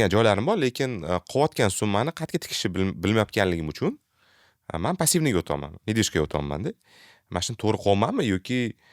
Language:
Uzbek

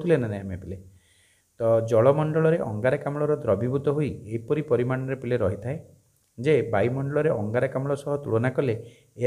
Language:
Odia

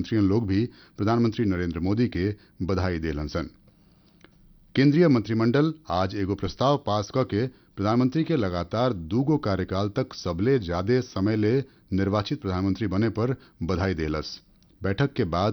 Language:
Bhojpuri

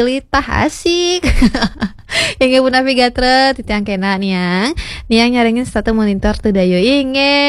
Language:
Balinese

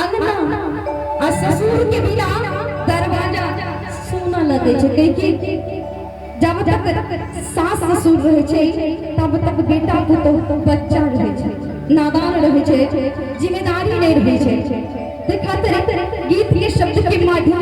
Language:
Maithili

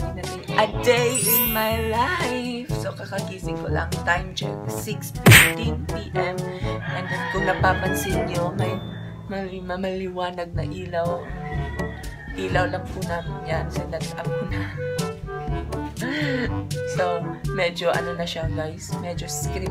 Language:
Filipino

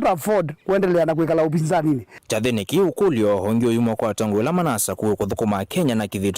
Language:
Kamba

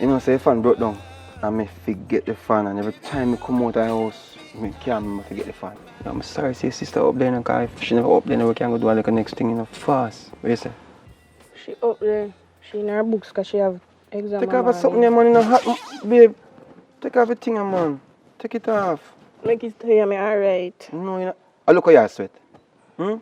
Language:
Jamaican Creole English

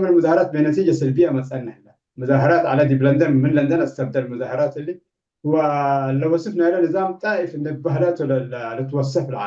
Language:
Tigre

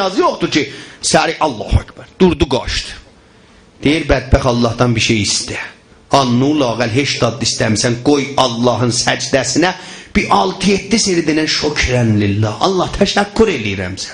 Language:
South Azerbaijani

